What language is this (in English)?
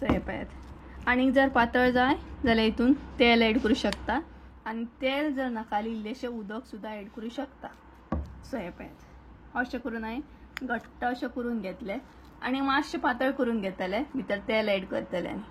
Konkani